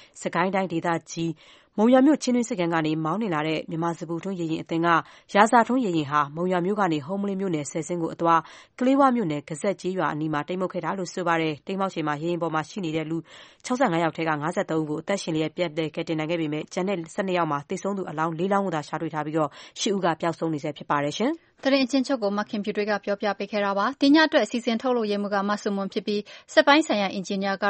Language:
Burmese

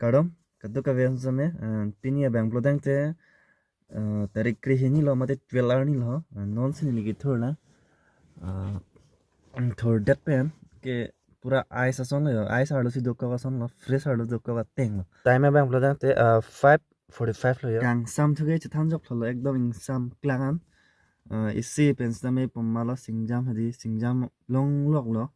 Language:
Karbi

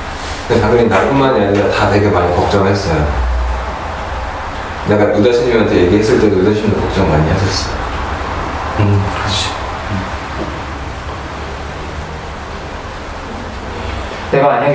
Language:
Korean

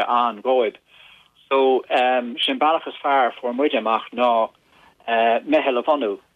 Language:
Irish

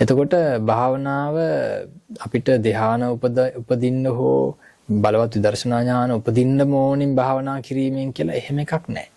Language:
Sinhala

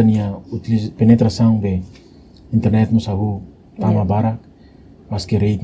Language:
Tetum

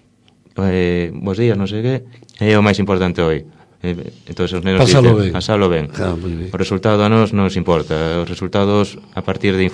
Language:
Galician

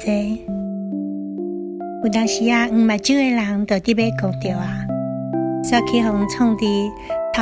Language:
Min Nan Chinese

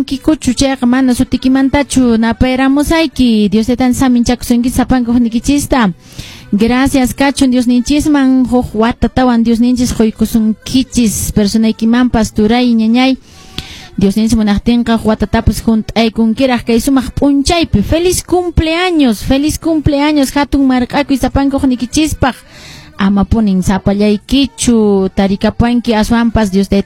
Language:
Quechua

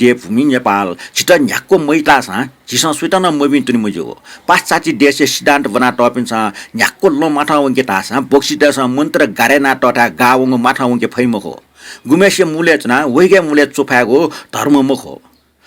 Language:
Newari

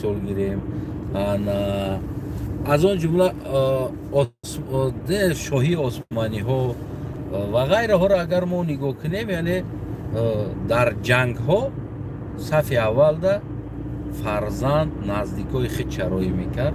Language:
Tajik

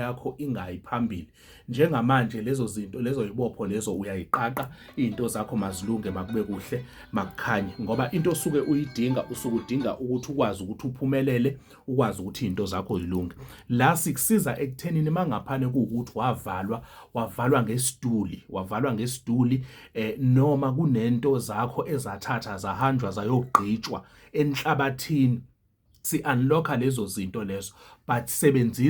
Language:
Zulu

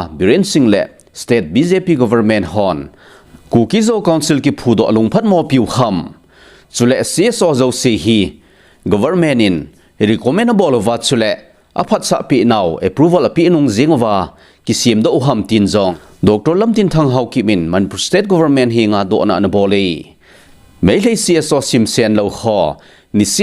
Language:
Thado Chin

